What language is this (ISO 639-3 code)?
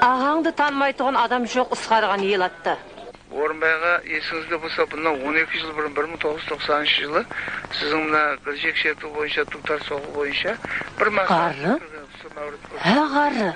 kaa